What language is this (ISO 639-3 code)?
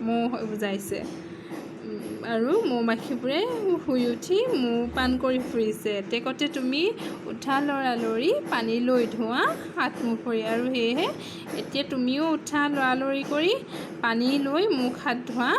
asm